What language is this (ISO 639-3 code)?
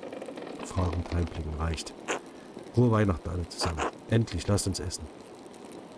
deu